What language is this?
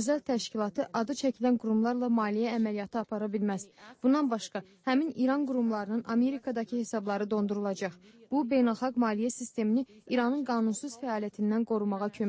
Azerbaijani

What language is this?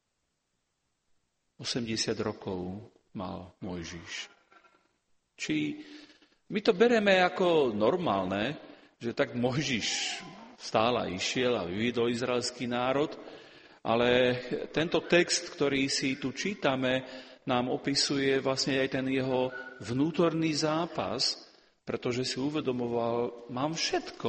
Slovak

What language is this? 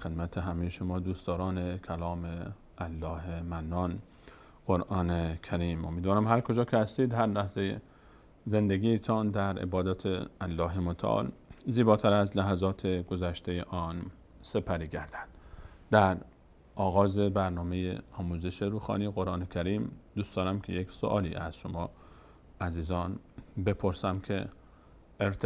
Persian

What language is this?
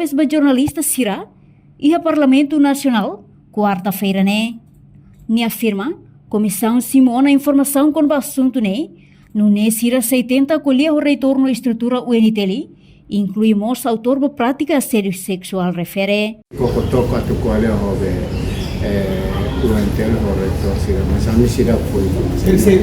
Tetum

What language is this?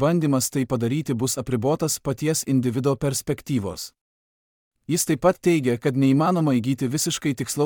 Lithuanian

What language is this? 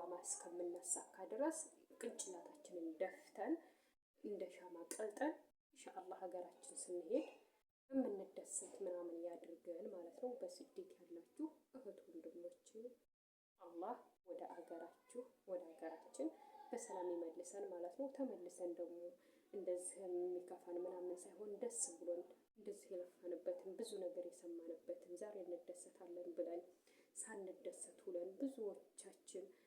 Amharic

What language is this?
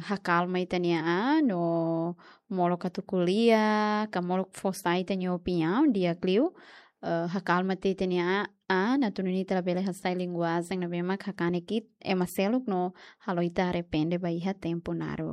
Tetum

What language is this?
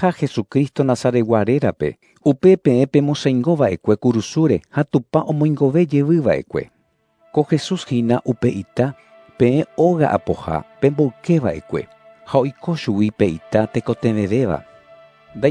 Guarani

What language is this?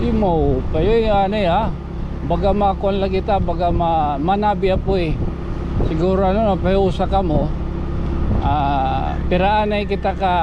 Waray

